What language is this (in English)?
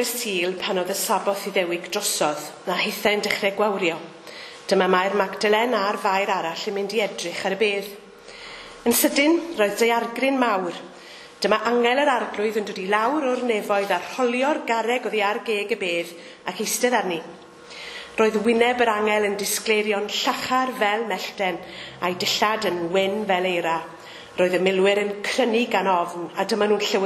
Welsh